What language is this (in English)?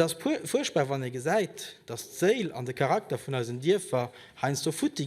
Luxembourgish